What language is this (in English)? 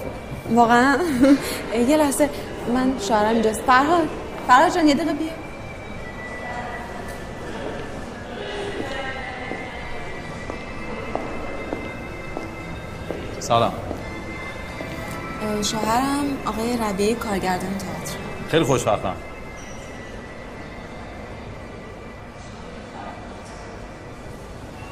Persian